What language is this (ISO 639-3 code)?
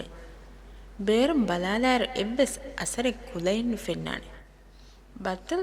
div